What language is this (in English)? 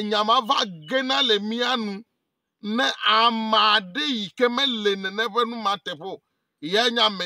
Ewe